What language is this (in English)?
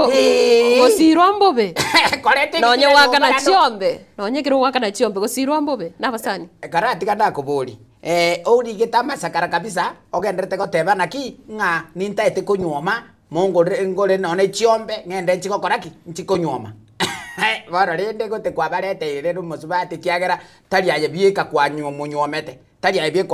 Gusii